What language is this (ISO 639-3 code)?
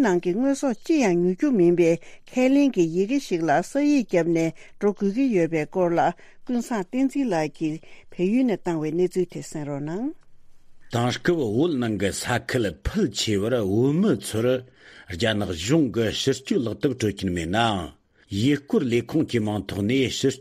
bod